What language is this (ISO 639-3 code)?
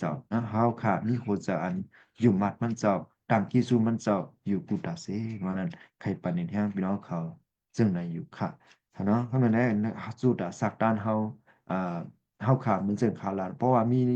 shn